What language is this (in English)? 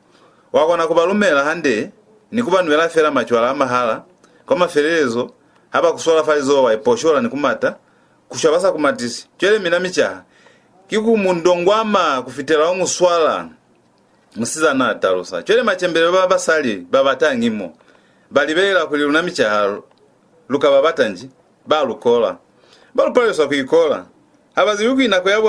Lozi